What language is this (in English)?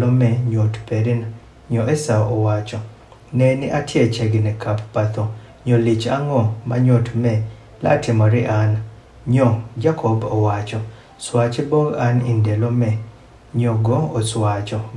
Adhola